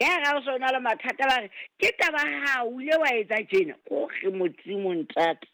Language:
Southern Sotho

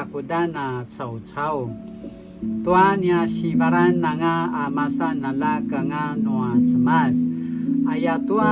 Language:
Paiwan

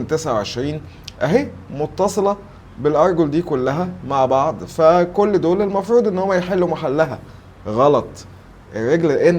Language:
Egyptian Arabic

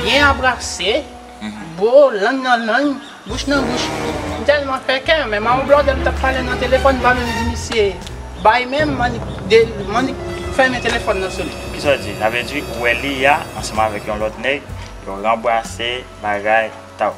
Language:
Haitian Creole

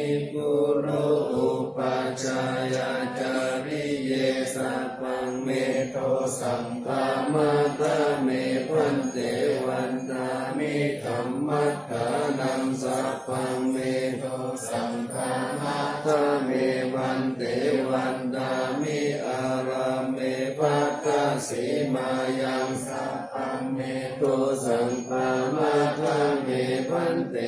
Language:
Pali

